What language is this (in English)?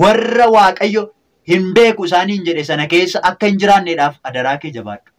Oromo